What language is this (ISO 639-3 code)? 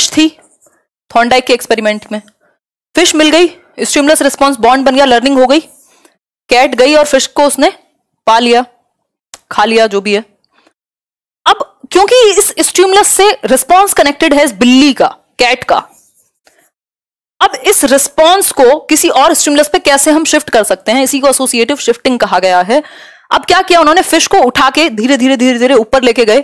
hin